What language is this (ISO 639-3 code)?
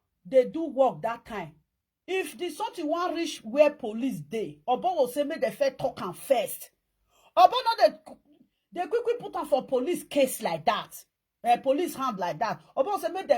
pcm